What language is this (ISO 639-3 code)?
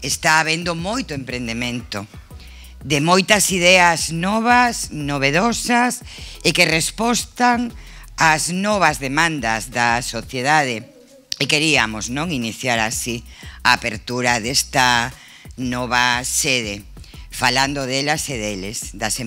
glg